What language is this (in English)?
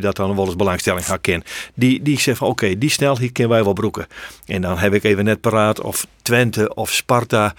Western Frisian